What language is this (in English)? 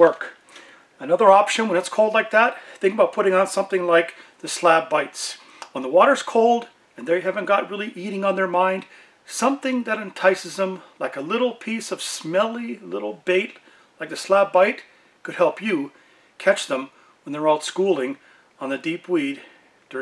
English